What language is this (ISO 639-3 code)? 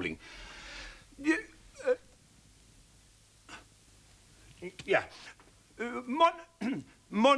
dan